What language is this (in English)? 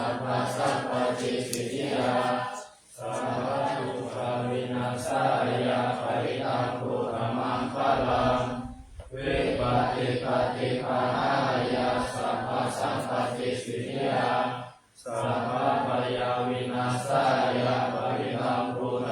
Pali